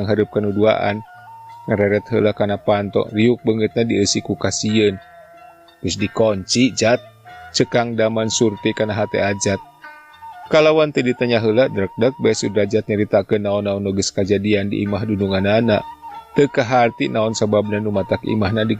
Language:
Sundanese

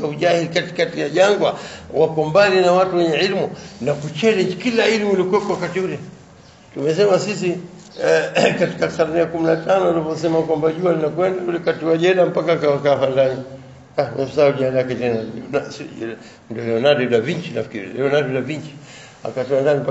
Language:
Swahili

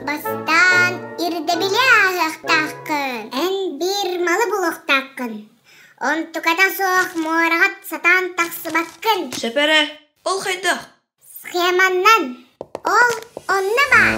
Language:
Yakut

